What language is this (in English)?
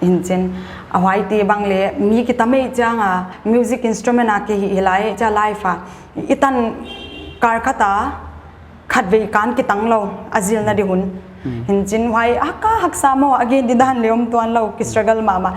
Paite Chin